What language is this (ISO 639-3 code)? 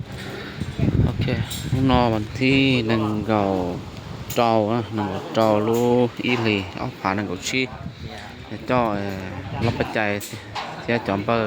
hmn